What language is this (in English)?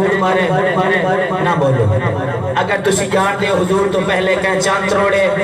Saraiki